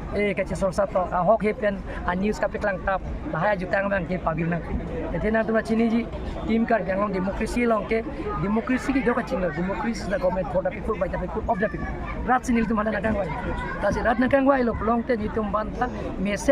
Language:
Karbi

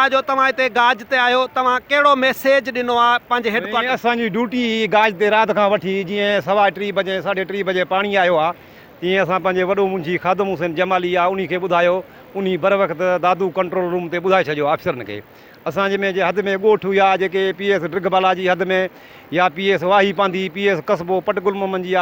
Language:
Sindhi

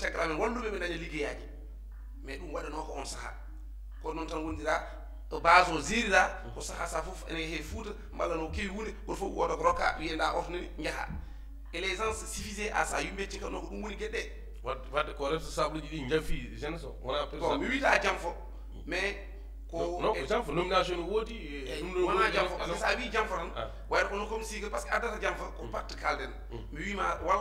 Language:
Fula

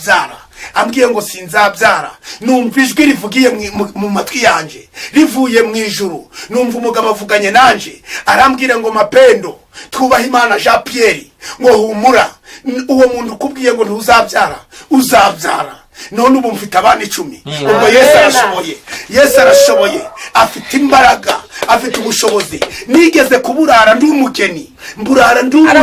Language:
Kinyarwanda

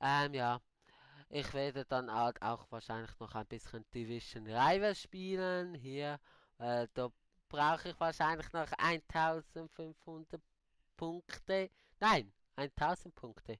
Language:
Swiss German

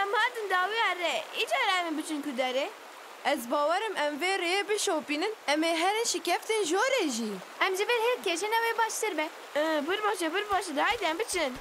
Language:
Kurdish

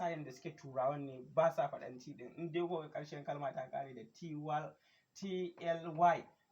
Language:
Hausa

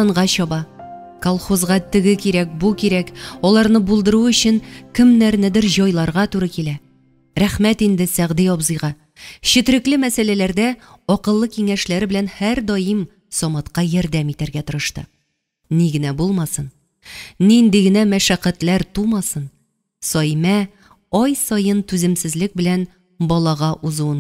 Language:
Tatar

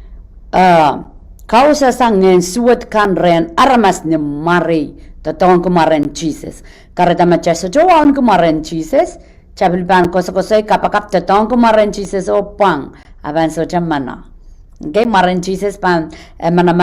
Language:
Pohnpeian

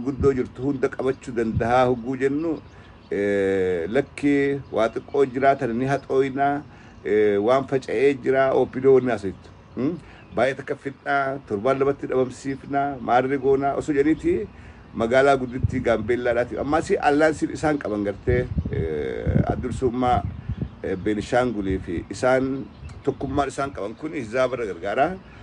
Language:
Oromo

